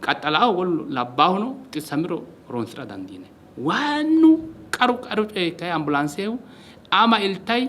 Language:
Sidamo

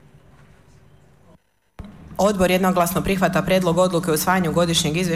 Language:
Bosnian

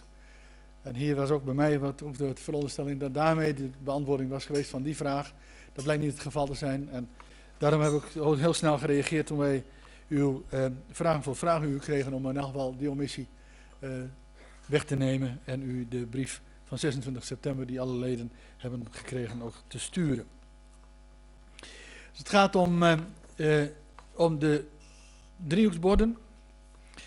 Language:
Dutch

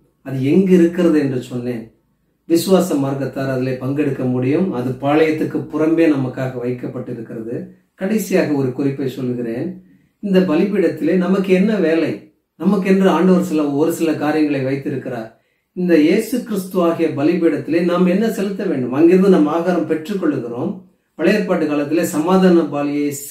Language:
Tamil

